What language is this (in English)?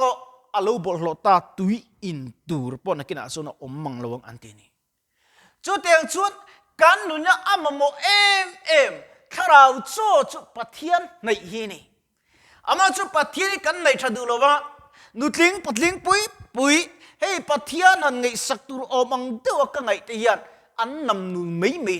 Mizo